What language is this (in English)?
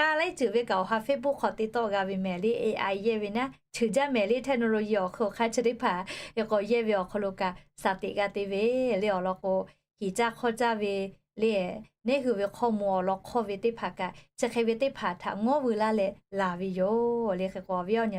Lahu